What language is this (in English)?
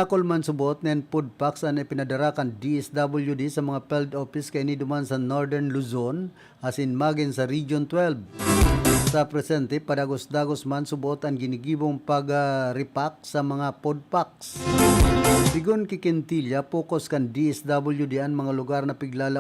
Bikol